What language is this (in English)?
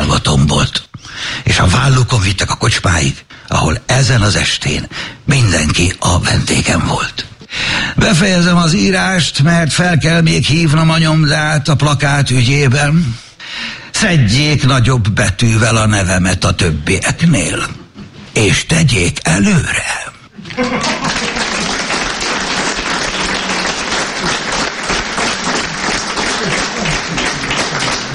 Hungarian